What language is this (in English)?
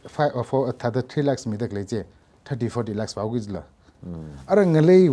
Tangkhul Naga (India)